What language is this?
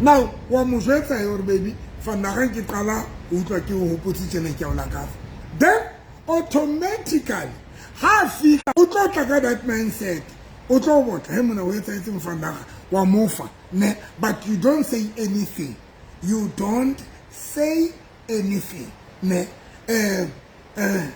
Southern Sotho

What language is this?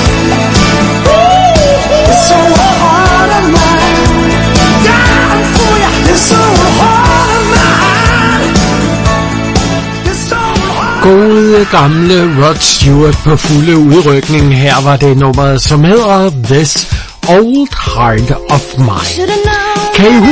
Danish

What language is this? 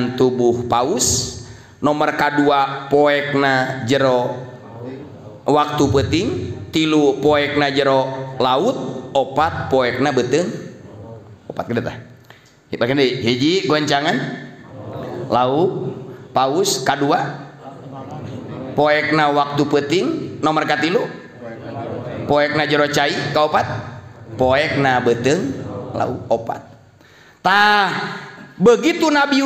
Sundanese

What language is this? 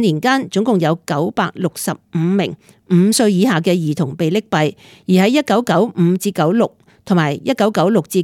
Cantonese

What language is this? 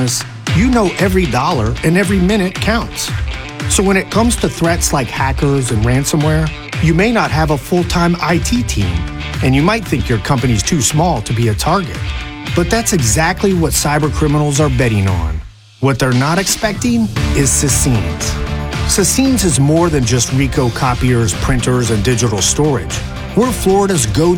English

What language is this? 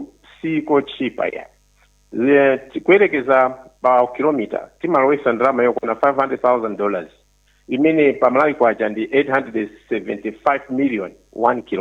Nyanja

